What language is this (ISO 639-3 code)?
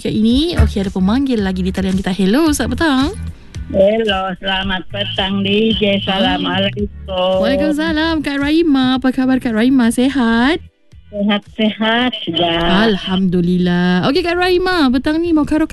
msa